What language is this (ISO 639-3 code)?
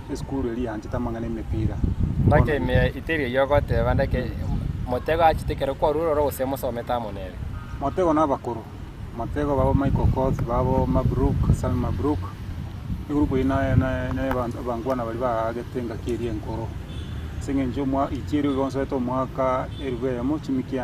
guz